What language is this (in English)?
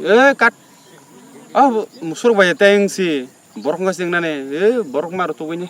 Kok Borok